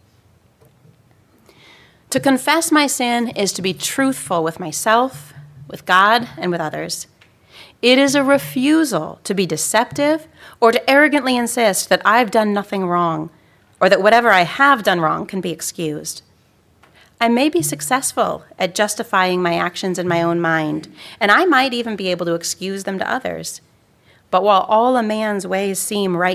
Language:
English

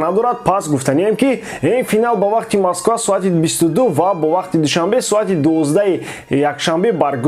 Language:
Tajik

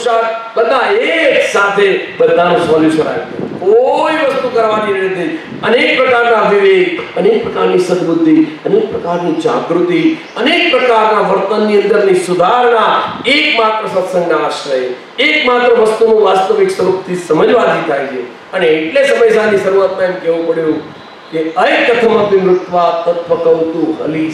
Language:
Gujarati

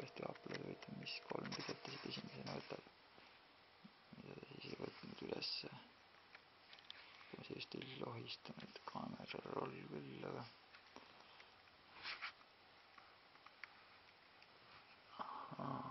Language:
Estonian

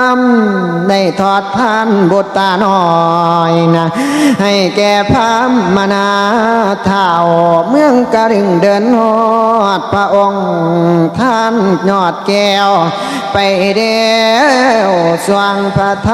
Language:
Northeastern Thai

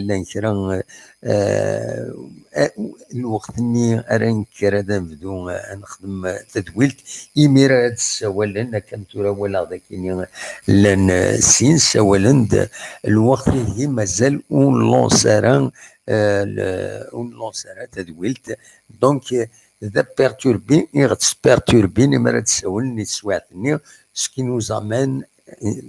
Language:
Kabyle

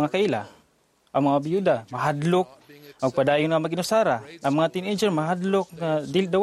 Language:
Cebuano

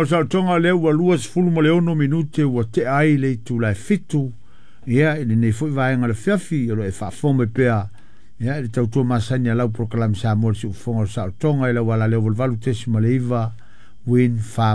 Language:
Samoan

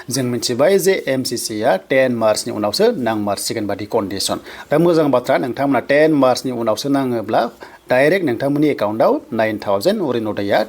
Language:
Bodo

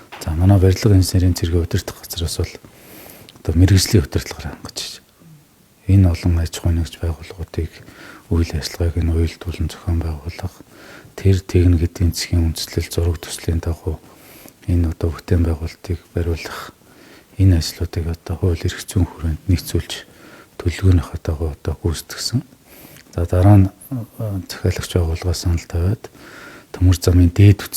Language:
Mongolian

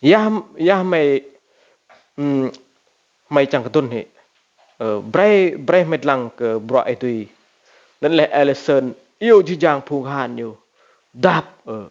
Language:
Rade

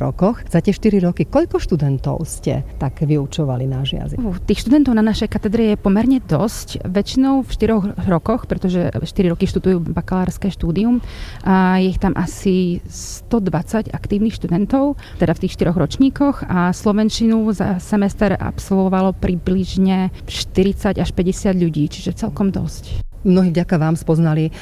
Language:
Slovak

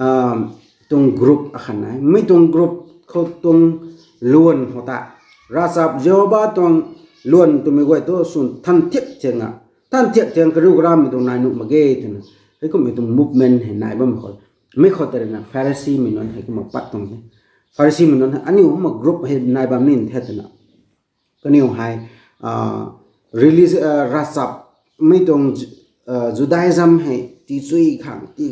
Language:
Rongmei Naga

